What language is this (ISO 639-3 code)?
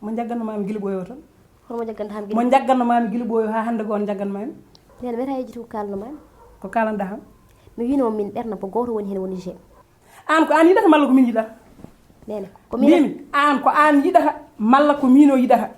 ful